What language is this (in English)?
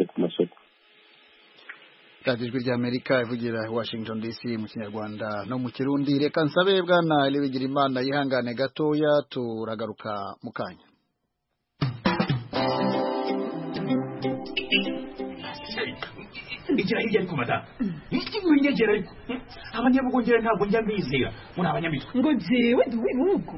Kinyarwanda